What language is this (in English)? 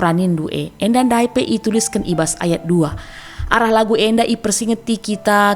Batak Karo